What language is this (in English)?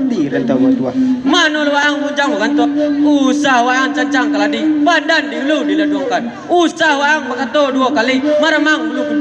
Minangkabau